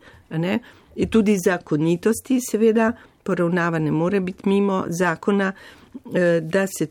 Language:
Slovenian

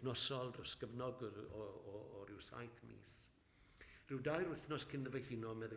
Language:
Welsh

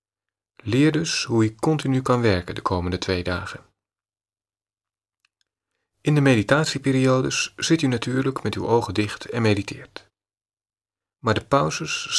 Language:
Dutch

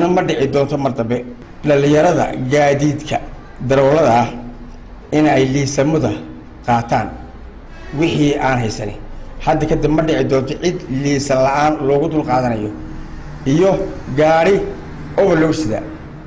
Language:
Somali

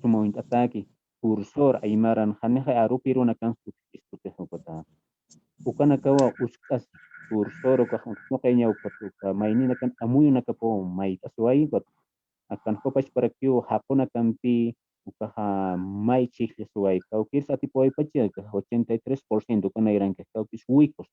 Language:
Aymara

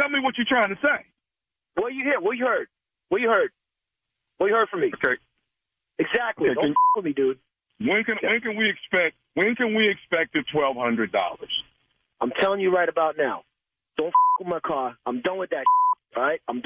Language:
English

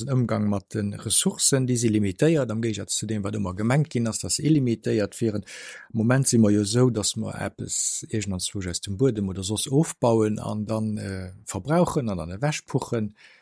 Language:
Luxembourgish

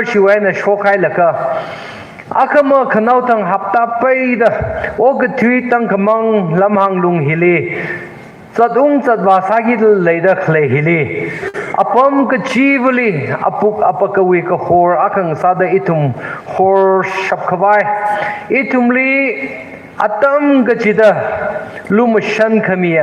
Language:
Tangkhul Naga (India)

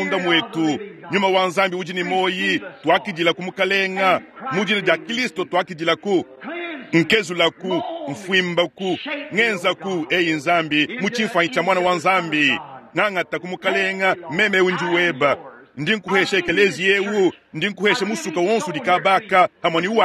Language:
Luba-Lulua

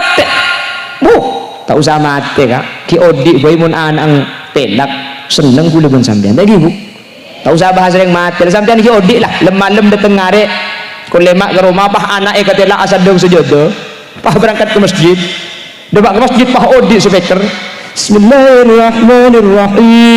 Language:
Madurese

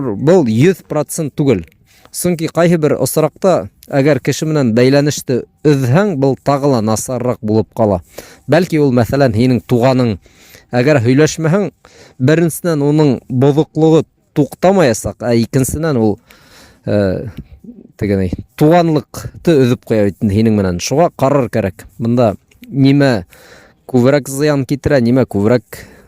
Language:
Bashkir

